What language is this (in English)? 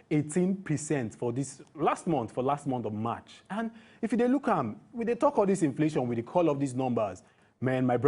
Nigerian Pidgin